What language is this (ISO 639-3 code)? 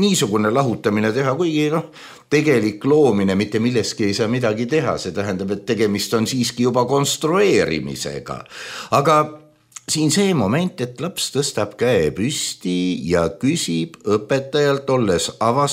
est